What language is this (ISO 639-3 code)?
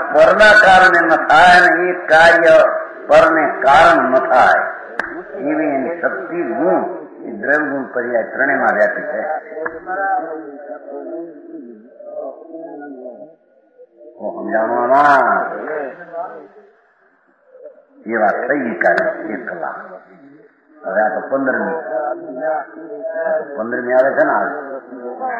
guj